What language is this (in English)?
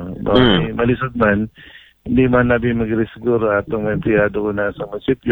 Aklanon